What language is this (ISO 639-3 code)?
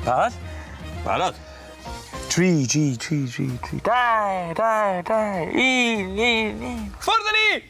cym